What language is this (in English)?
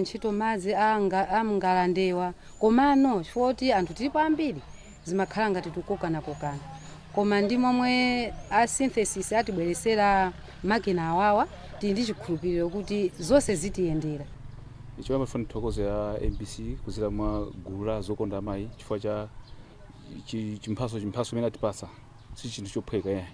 Nyanja